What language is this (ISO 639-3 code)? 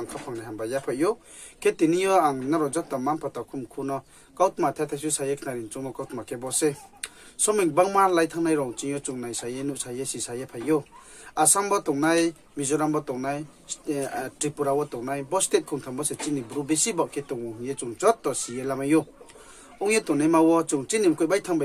ria